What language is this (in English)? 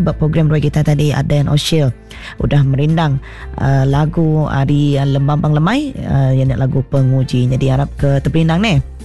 Iban